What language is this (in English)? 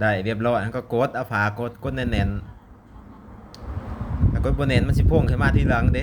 Northeastern Thai